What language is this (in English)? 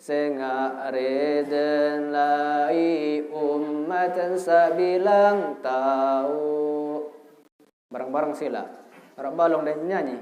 Sasak